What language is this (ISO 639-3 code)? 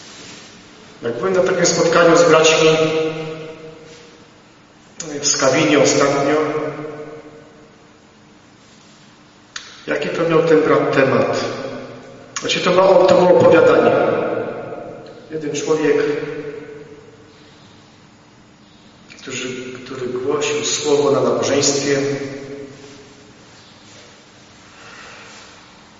pol